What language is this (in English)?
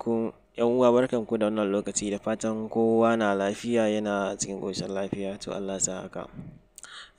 Hausa